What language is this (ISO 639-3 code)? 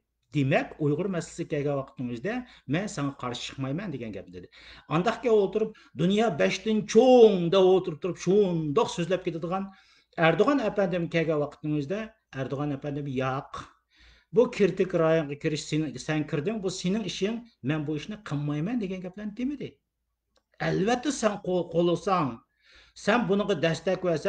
uig